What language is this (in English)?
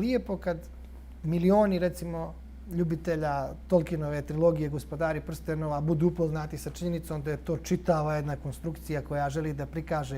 Bosnian